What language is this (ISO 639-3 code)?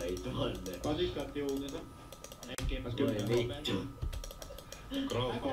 fin